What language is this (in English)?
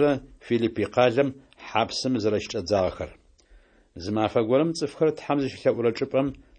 Adyghe